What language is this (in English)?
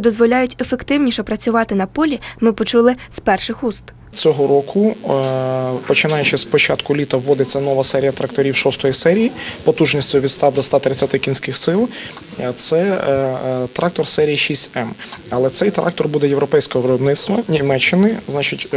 Ukrainian